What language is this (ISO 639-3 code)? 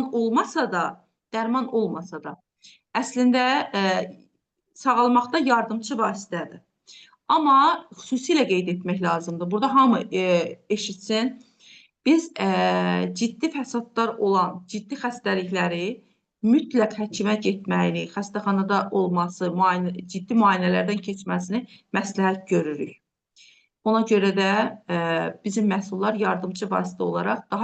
aze